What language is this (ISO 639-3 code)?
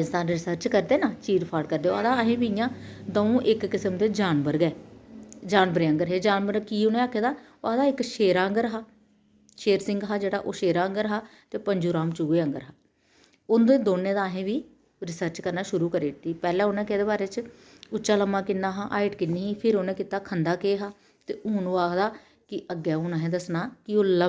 doi